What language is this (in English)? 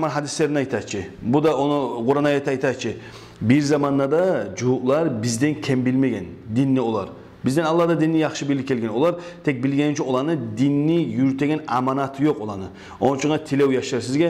Kumyk